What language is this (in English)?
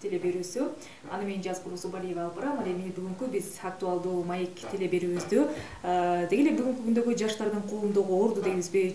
Kyrgyz